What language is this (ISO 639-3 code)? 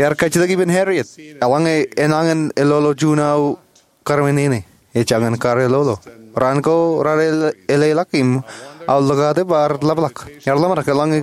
mah